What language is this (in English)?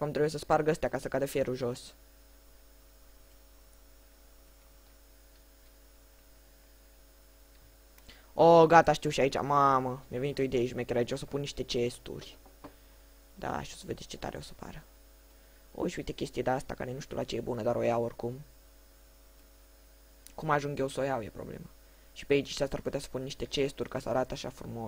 Romanian